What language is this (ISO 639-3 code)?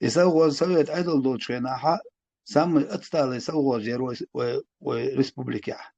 che